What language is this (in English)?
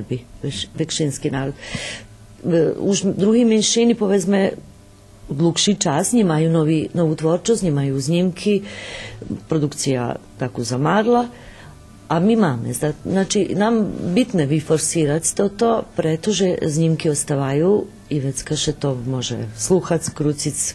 Rusyn